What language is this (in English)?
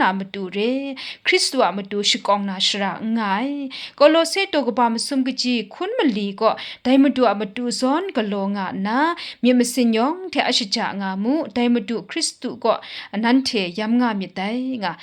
Kachin